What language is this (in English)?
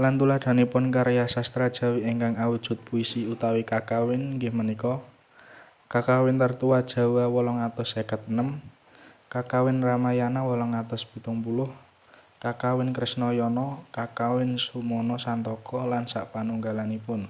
Javanese